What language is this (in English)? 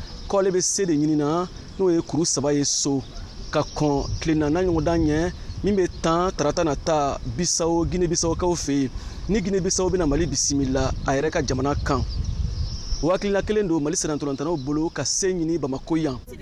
Bambara